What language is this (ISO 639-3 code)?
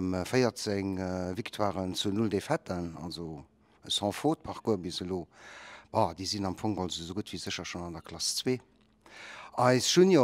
ltz